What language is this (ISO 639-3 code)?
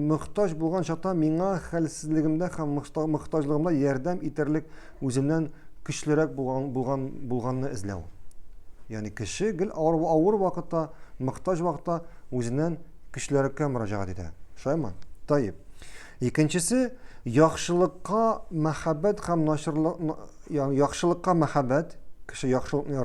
tat